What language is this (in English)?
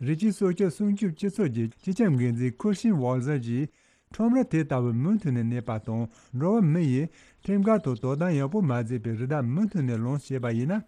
Tibetan